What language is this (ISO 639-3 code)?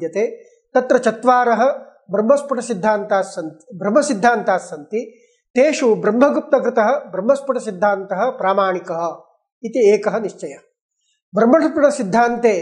san